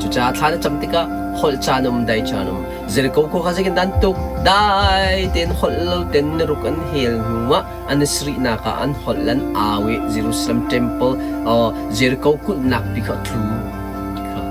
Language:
Hakha Chin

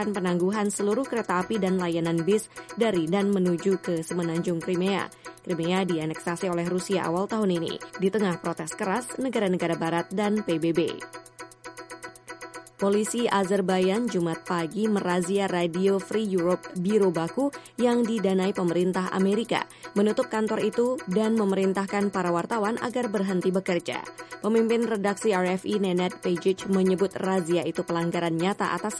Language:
Indonesian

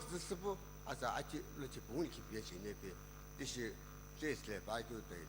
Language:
Sumi Naga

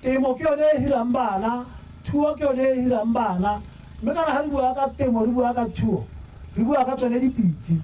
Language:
Tswana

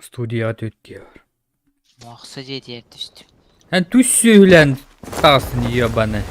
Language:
Yakut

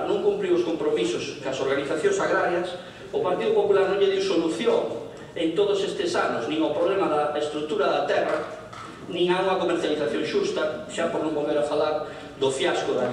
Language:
Galician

